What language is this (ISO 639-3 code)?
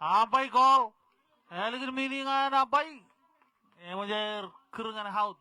mah